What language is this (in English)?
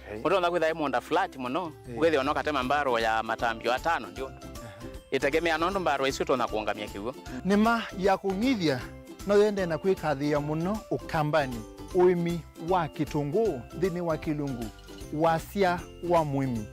Kamba